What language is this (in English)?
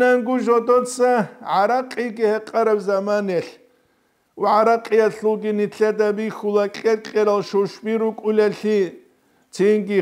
Avaric